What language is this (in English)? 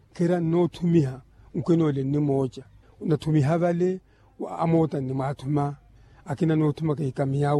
Makhuwa